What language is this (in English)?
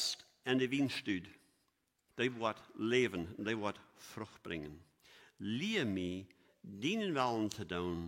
Plautdietsch